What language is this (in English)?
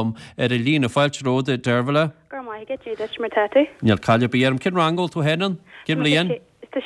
Irish